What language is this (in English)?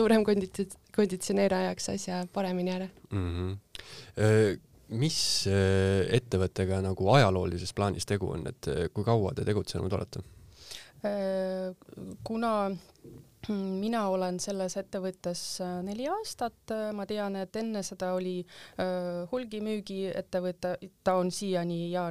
Estonian